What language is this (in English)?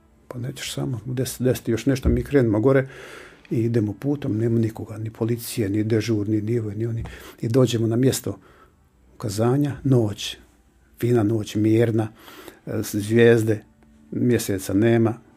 Croatian